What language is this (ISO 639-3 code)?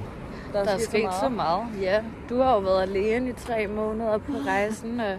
dan